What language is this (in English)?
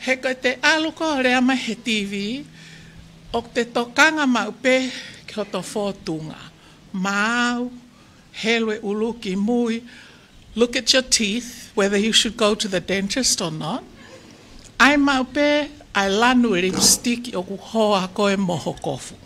Tongan